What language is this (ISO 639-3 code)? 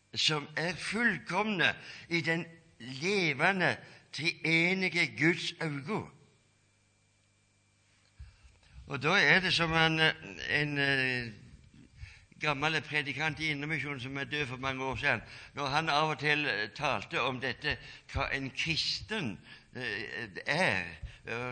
nor